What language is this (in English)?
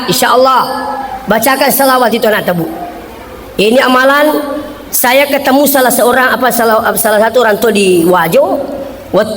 Buginese